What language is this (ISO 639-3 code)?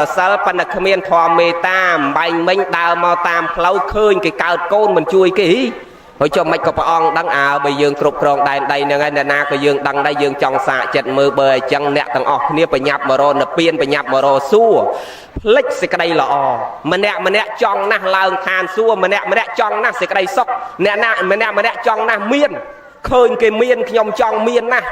khm